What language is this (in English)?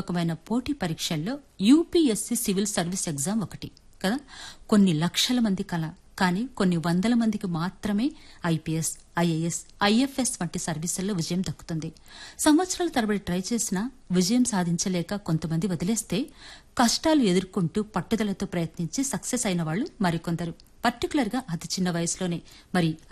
Telugu